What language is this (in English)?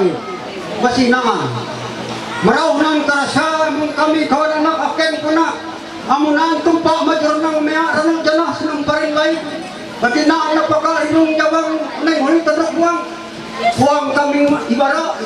Ma'anyan